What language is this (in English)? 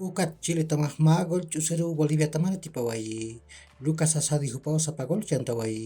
Aymara